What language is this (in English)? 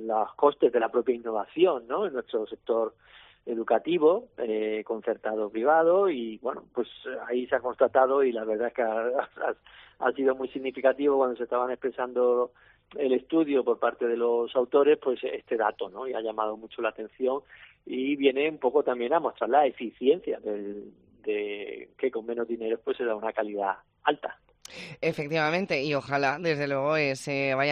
Spanish